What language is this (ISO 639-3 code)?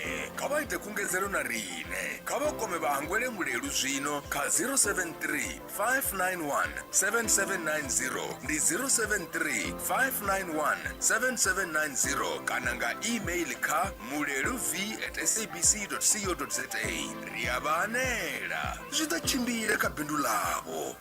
ven